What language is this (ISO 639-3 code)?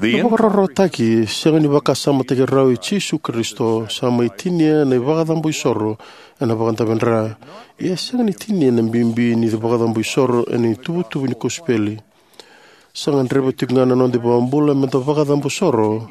fij